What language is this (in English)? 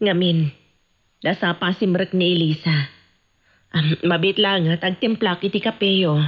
Iloko